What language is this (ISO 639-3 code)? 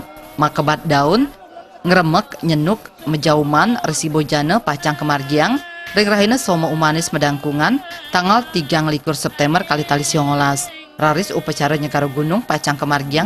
ban